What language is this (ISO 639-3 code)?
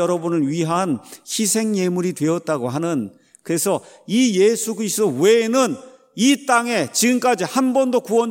kor